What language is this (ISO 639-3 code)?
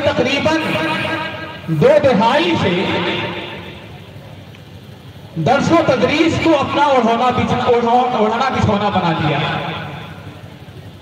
urd